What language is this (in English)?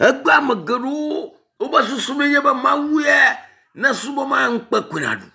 Ewe